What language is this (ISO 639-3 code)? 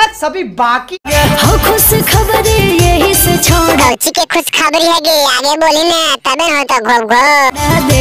mag